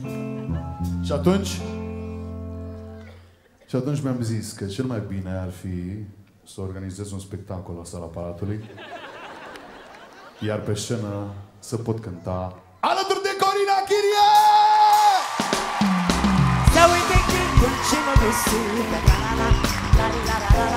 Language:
Romanian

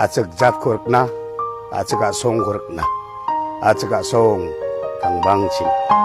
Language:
Garo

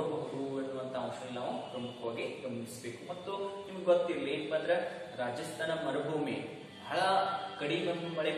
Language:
Kannada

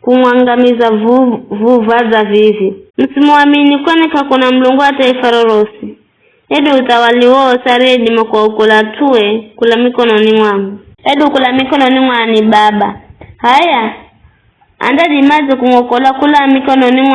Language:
Giryama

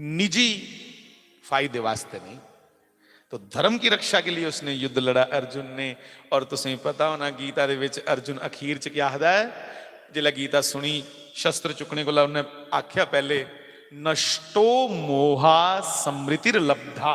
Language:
Dogri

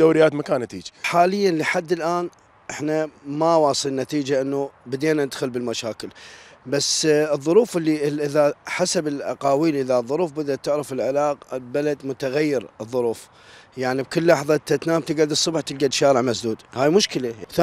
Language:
Mesopotamian Arabic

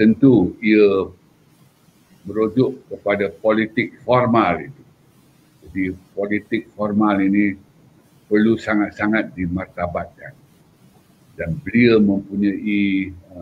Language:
Malay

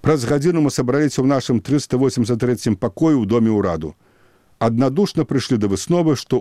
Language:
Belarusian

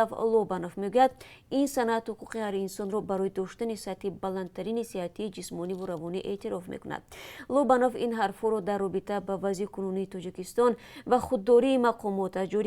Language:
Tajik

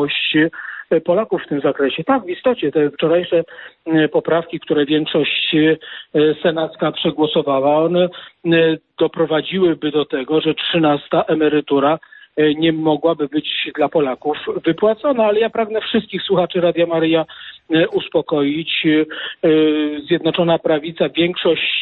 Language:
Polish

